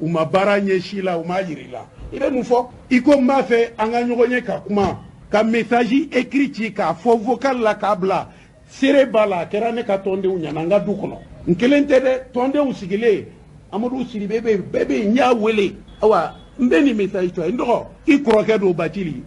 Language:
Bambara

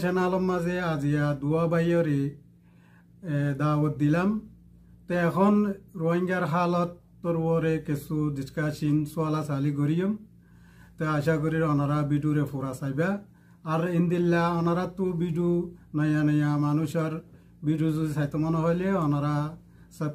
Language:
Rohingya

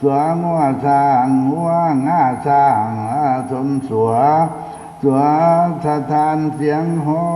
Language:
Northeastern Thai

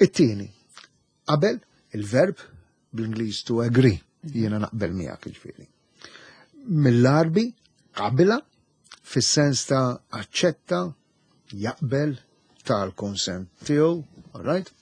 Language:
Maltese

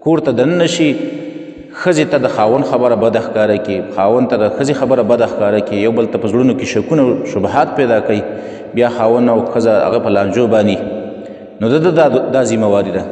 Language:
Pashto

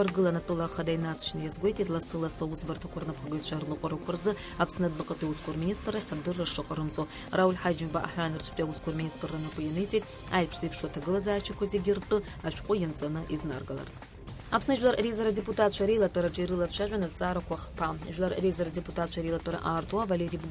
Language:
Abkhazian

